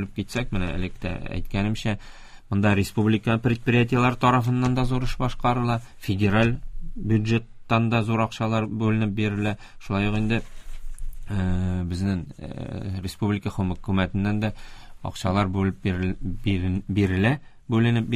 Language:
Tatar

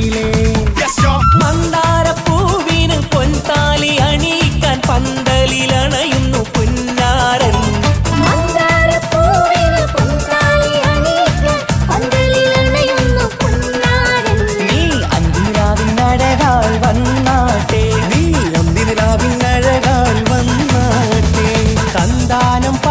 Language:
Malayalam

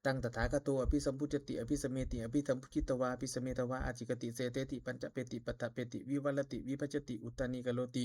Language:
Pali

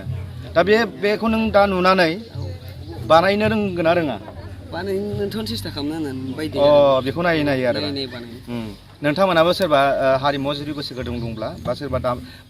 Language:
Bodo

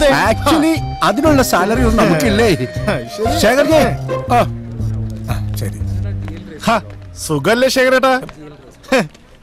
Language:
Malayalam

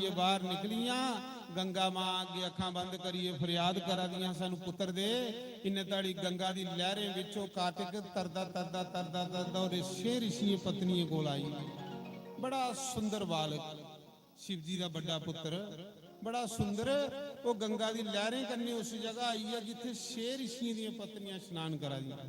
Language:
Dogri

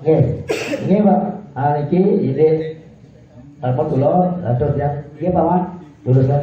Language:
Balinese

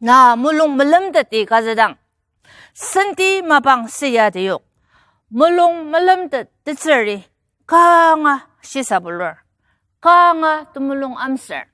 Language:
Ao Naga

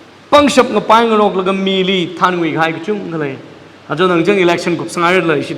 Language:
Tangkhul Naga (India)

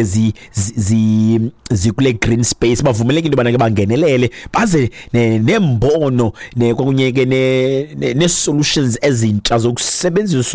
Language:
Xhosa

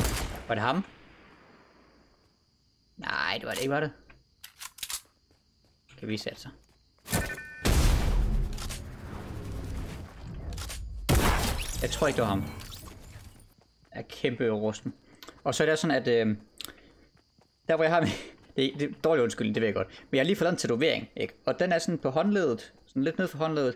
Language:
Danish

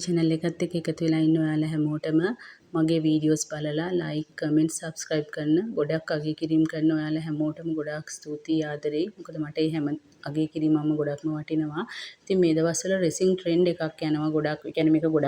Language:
Sinhala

